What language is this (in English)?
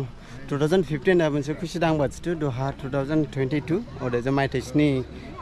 Dimasa